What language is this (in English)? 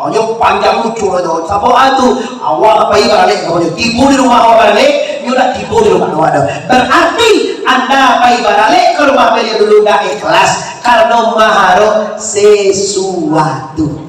Minangkabau